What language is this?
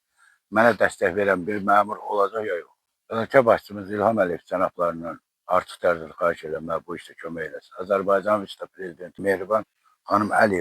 Azerbaijani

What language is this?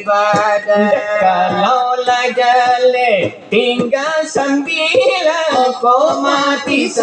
Minangkabau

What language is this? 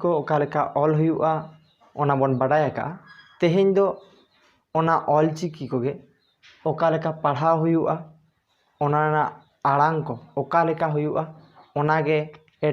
Santali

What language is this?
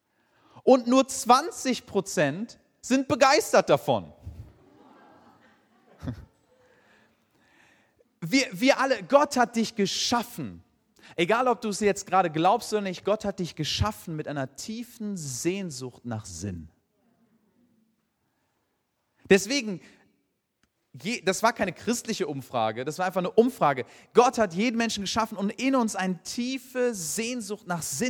German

